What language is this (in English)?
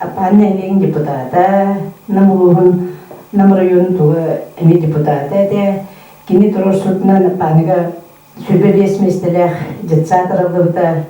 Yakut